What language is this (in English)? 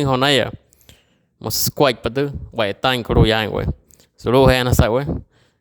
Wayuu